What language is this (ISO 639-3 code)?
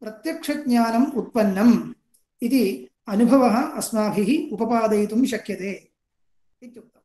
san